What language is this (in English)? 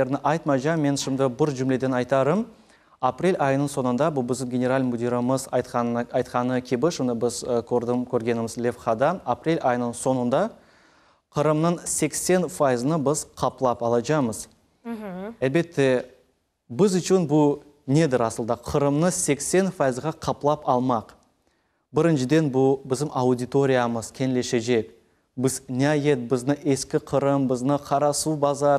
Crimean Tatar